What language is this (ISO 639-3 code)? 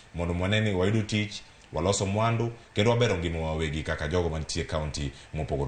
luo